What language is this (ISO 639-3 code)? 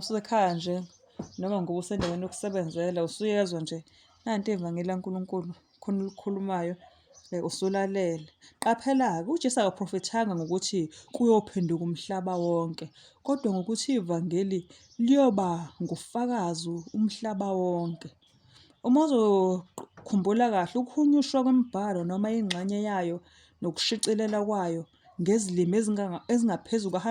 zul